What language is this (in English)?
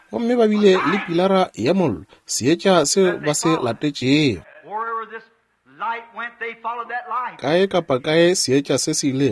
Northern Sotho